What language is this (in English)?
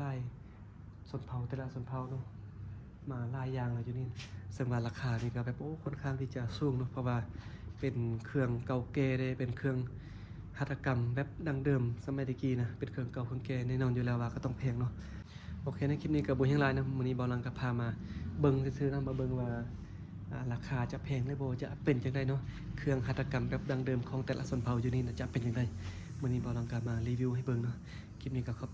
Lao